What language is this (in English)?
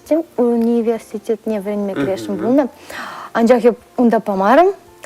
Chuvash